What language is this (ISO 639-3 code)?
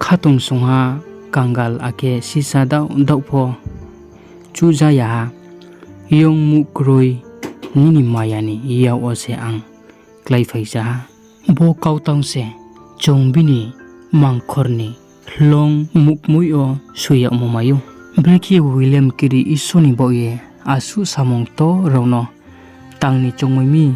ria